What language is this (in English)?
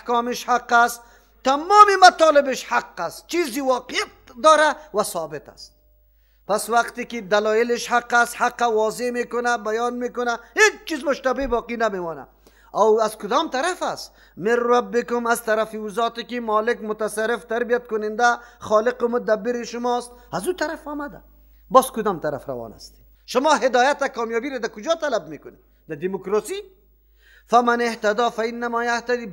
Persian